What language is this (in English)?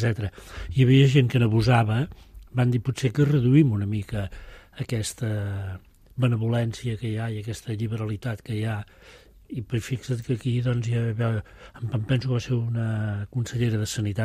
Catalan